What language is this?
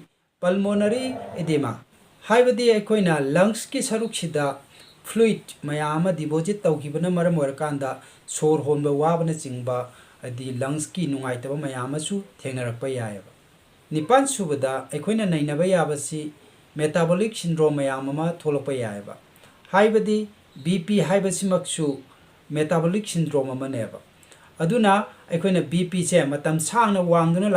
Manipuri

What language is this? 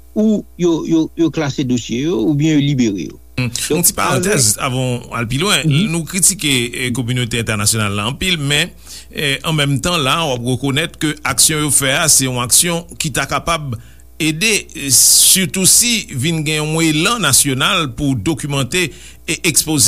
Haitian Creole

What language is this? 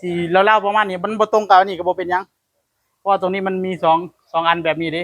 Northeastern Thai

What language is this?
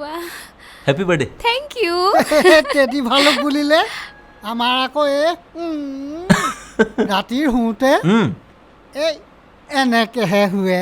Assamese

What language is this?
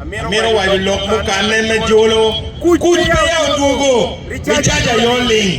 Acoli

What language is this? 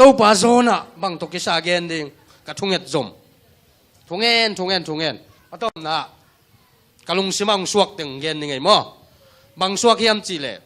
Tedim Chin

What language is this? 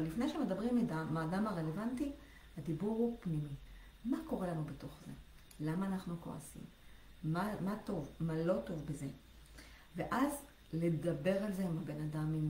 Hebrew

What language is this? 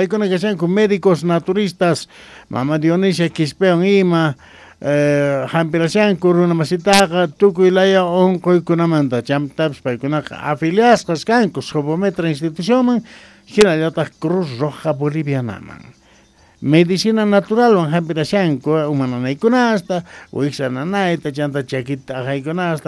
South Bolivian Quechua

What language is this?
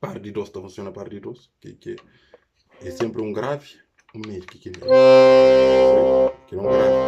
Kabuverdianu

